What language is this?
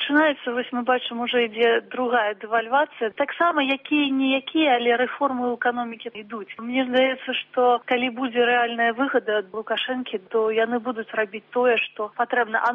Belarusian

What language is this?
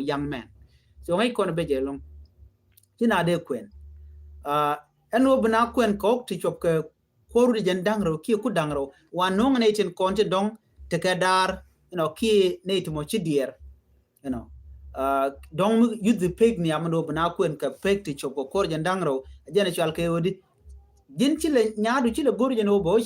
Nuer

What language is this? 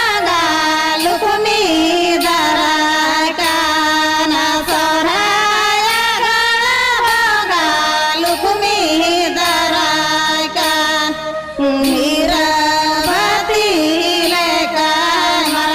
Santali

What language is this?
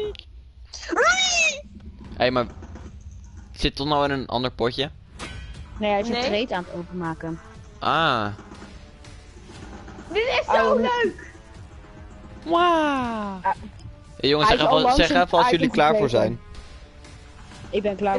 Dutch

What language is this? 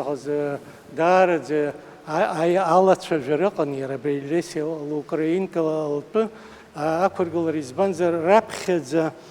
Abkhazian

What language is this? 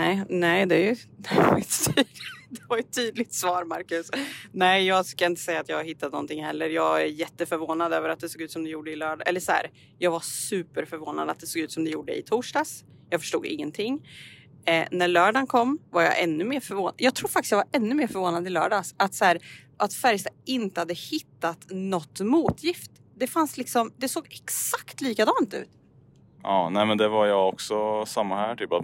Swedish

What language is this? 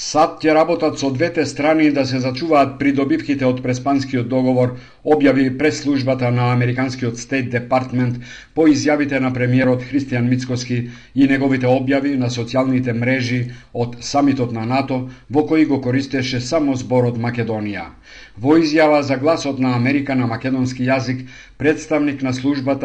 Macedonian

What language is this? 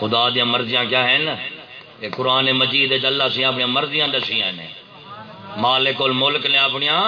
Saraiki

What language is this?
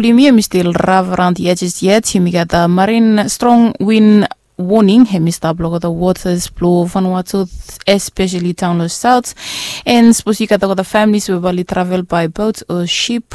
Bislama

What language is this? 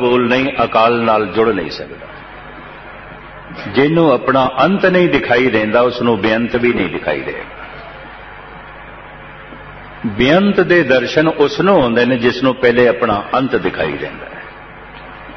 Punjabi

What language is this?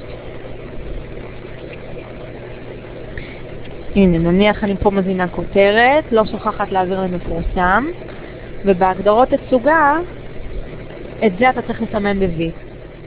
Hebrew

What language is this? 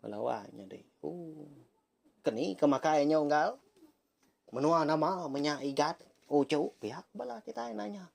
Iban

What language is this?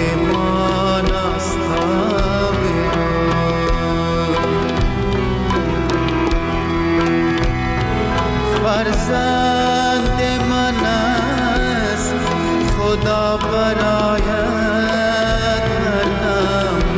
Persian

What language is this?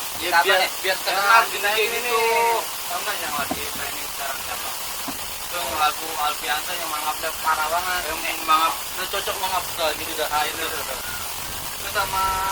Betawi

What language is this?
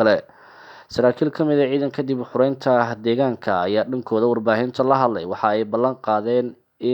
Somali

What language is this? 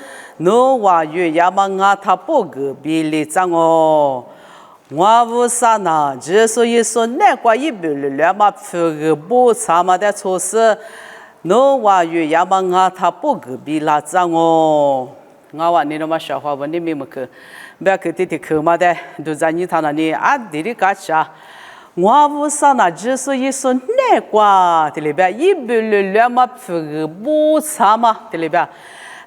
Lisu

